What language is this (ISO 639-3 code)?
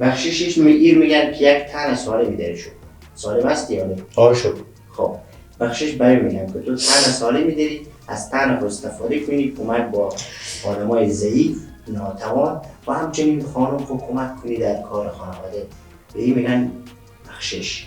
fas